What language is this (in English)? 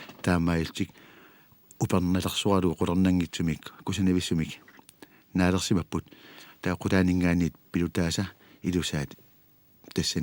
Kalaallisut